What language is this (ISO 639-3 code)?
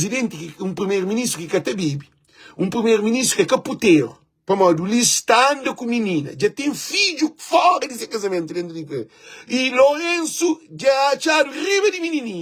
kea